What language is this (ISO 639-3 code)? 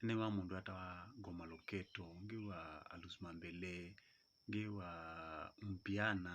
kam